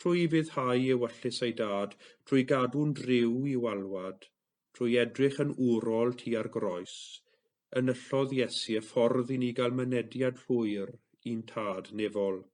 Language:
Welsh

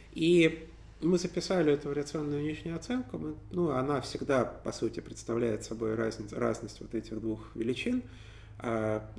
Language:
Russian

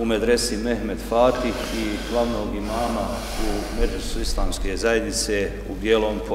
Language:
Bosnian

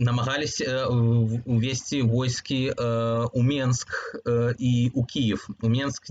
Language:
Belarusian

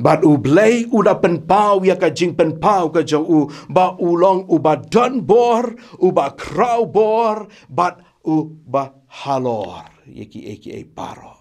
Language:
Khasi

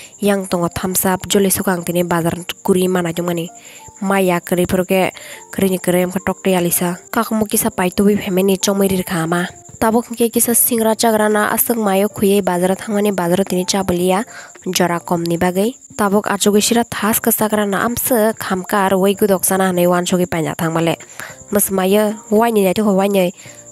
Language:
Kok Borok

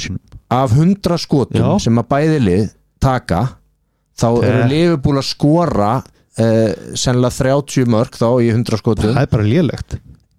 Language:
Icelandic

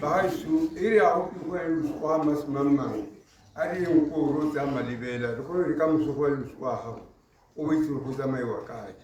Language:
Tswana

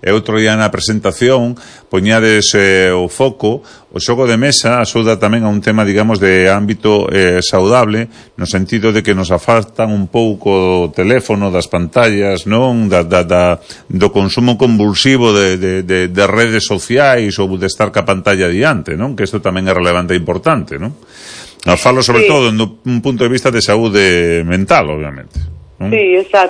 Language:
Galician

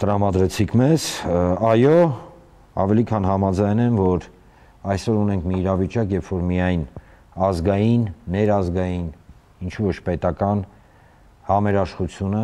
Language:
Armenian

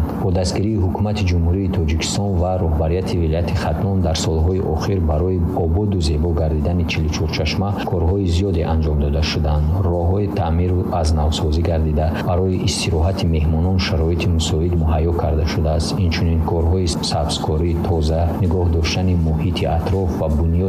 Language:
Tajik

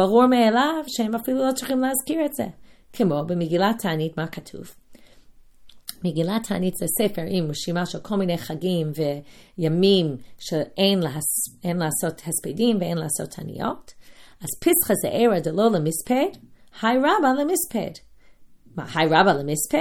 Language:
Hebrew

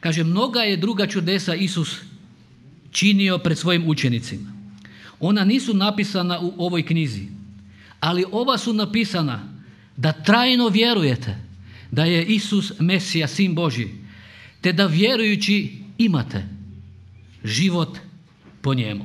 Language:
Croatian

